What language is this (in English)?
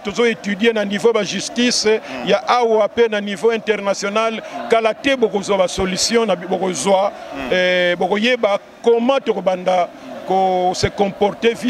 Lingala